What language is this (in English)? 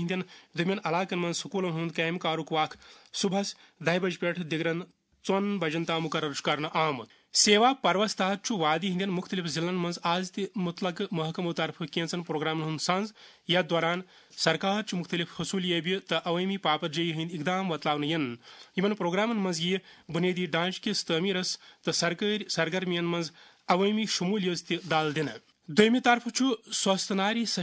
Kashmiri